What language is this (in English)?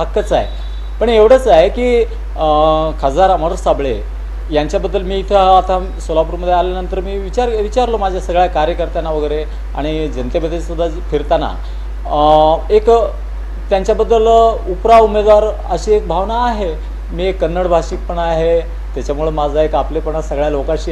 Marathi